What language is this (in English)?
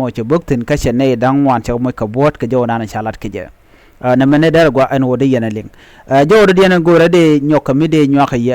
Nuer